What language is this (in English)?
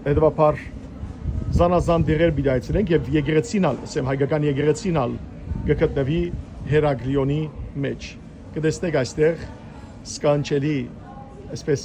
Western Armenian